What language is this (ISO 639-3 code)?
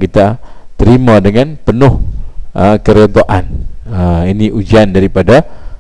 msa